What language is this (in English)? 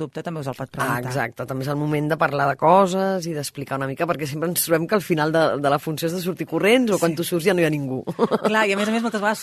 Catalan